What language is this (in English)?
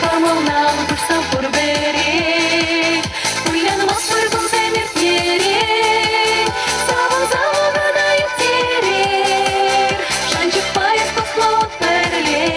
Chuvash